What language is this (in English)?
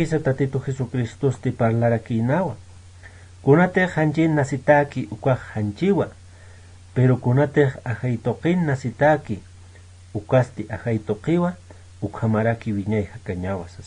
Aymara